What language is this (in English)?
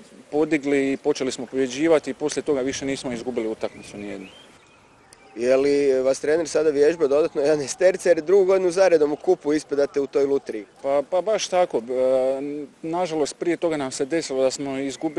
Croatian